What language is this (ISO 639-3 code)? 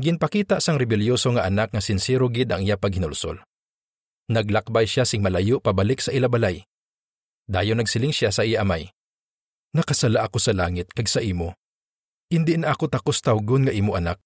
hil